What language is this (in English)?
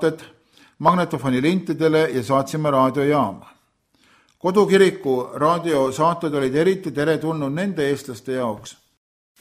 Estonian